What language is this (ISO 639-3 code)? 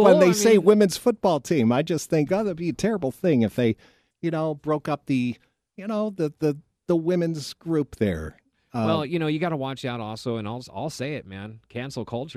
eng